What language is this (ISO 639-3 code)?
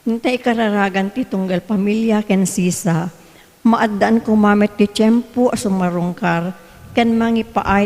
ilo